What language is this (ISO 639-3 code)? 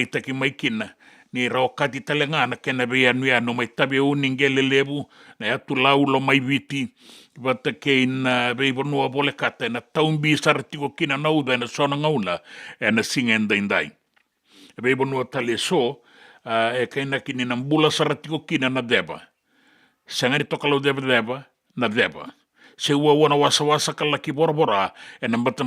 fij